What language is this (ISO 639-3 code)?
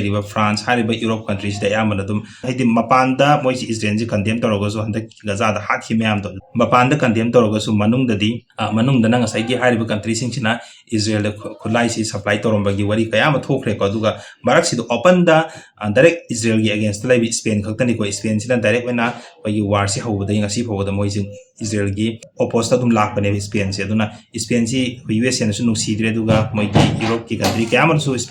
mni